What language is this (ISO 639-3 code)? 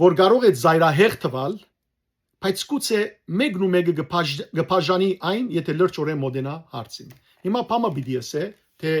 hyw